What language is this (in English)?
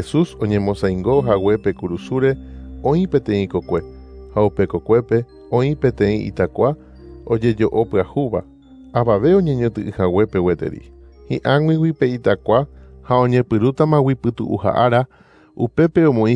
Guarani